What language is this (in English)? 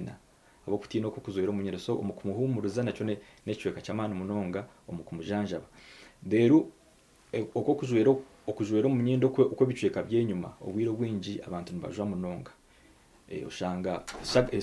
Nyankole